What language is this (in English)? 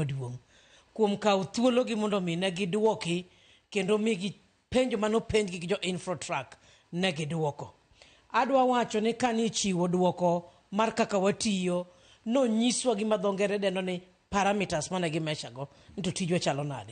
Luo (Kenya and Tanzania)